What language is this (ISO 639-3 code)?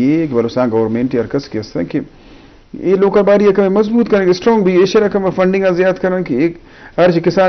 bgp